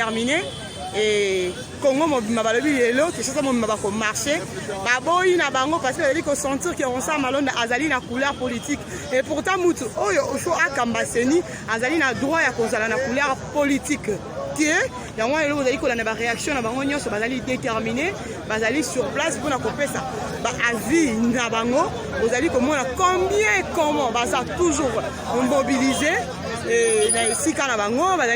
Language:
Lingala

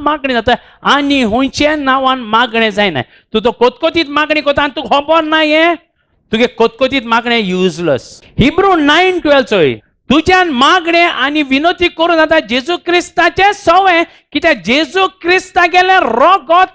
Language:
Konkani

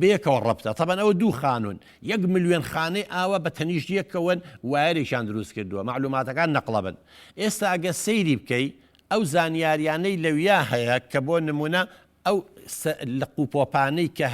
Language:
Central Kurdish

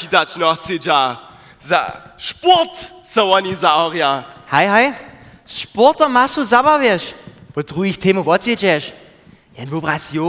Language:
Upper Sorbian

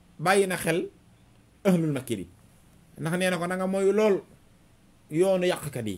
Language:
Wolof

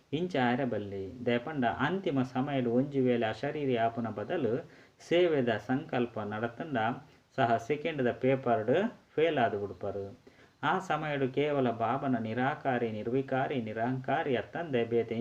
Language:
Tulu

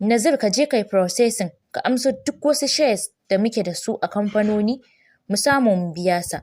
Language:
Hausa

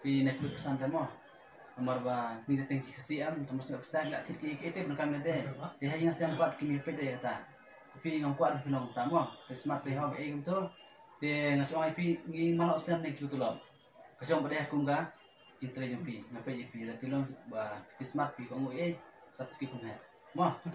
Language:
Khasi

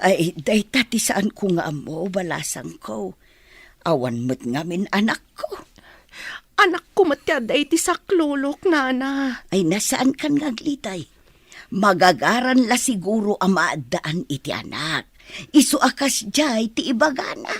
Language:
Iloko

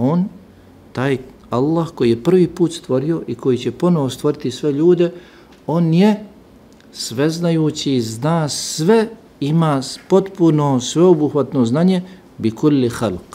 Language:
Bosnian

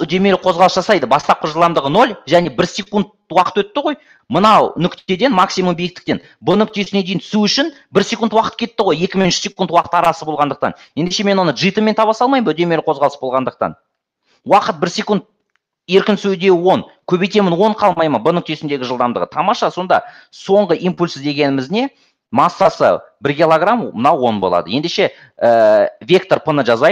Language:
Kazakh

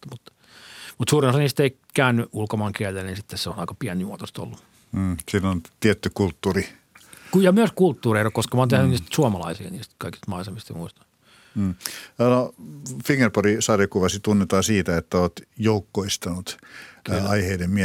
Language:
Finnish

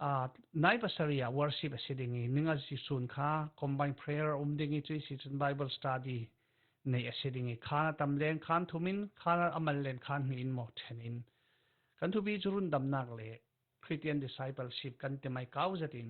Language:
Falam Chin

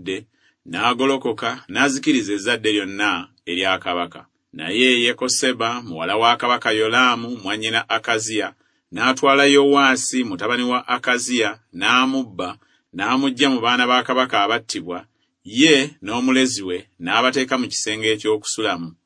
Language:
Ganda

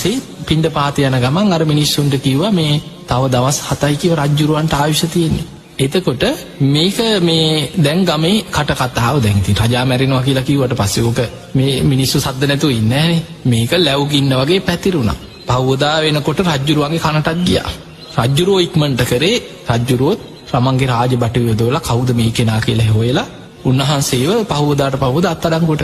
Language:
Sinhala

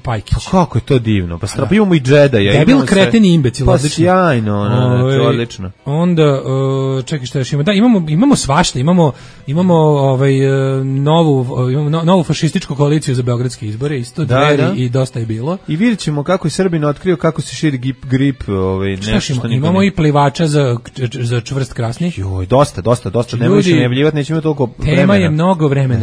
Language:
Serbian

